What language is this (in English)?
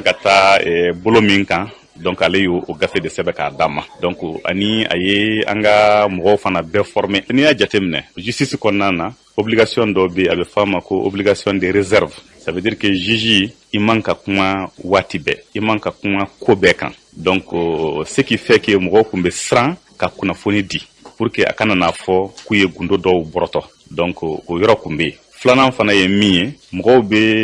Bambara